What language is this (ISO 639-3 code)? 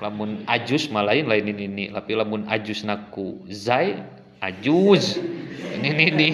sun